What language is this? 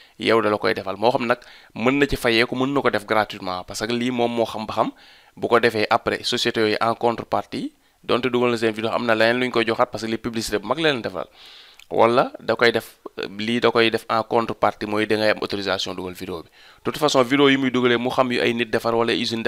Wolof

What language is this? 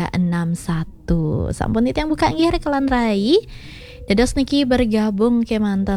Balinese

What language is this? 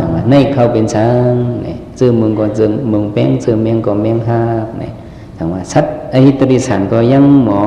Shan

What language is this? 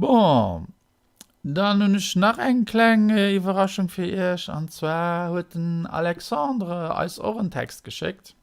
Luxembourgish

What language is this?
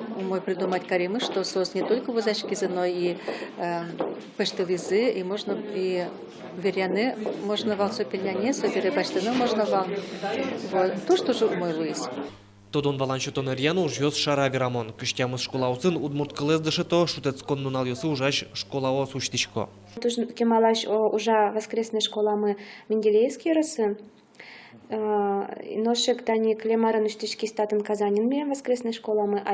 Udmurt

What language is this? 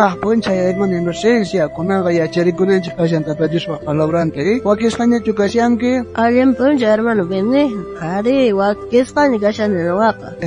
South Bolivian Quechua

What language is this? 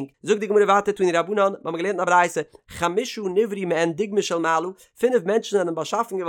Yiddish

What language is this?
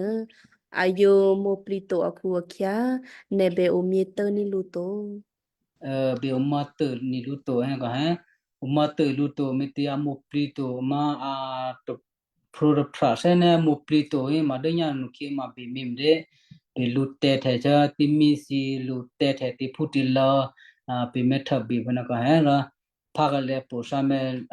Western Kayah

